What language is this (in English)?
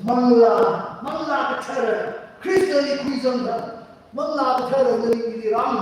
Tangkhul Naga (India)